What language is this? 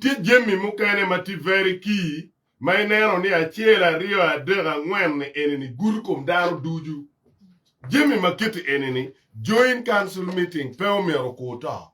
Acoli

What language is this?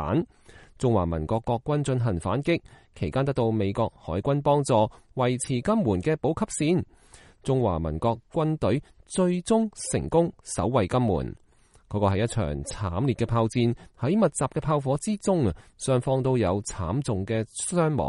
Cantonese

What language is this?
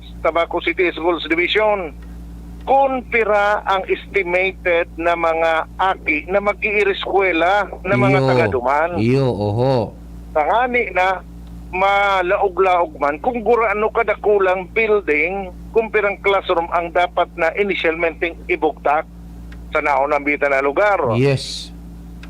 Bikol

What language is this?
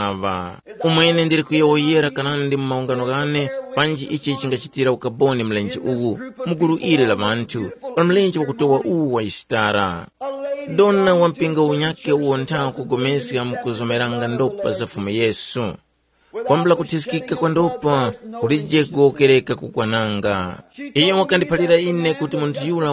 Tumbuka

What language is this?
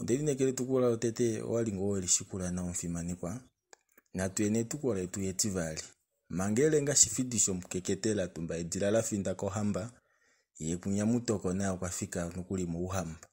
Kuanyama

